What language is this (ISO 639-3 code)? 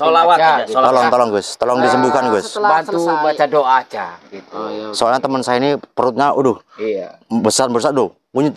ind